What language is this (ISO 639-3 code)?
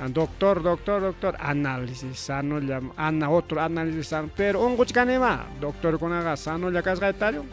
quy